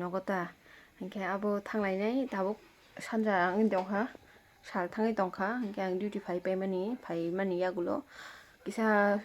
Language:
Kok Borok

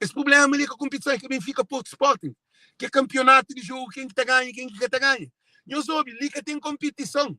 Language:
Kabuverdianu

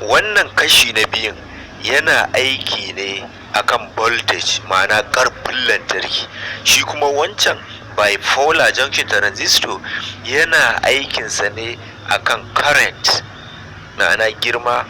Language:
Hausa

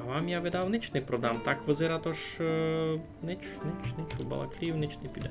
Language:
Rusyn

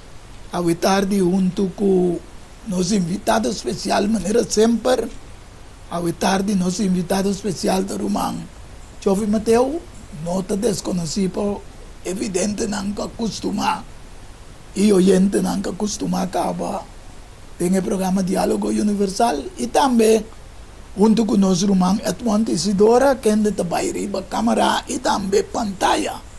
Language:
Papiamento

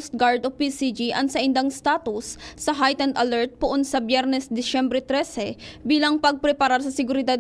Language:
Bikol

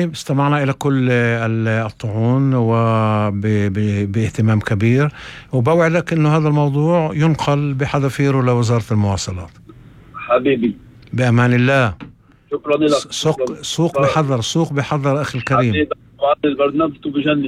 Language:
North Levantine Arabic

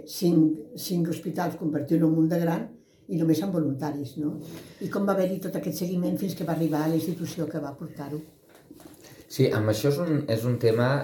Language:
Catalan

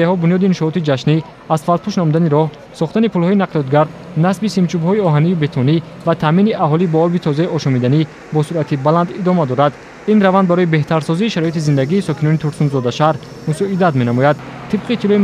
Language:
Tajik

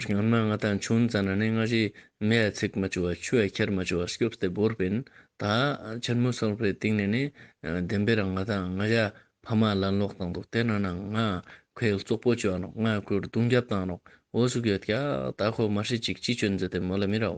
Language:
Ladakhi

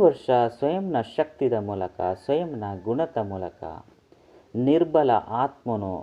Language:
Tulu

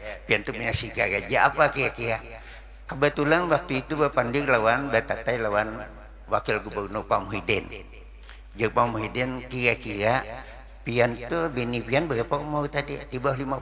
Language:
Banjar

